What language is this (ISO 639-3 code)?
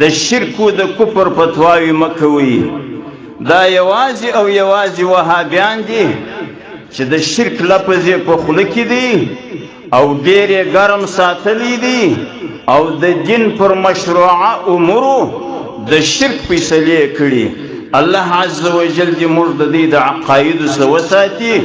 pus